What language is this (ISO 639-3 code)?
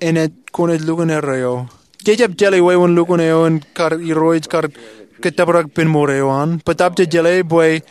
mah